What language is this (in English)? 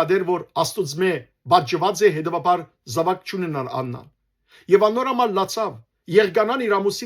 Western Armenian